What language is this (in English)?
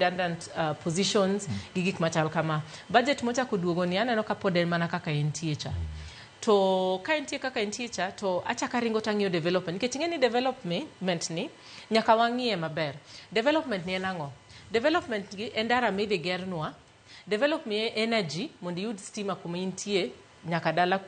Luo (Kenya and Tanzania)